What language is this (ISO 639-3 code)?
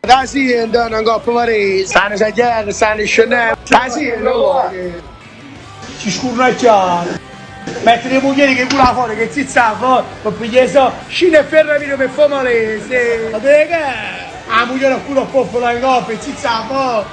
nap